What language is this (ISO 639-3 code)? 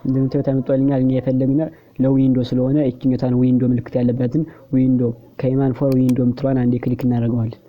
amh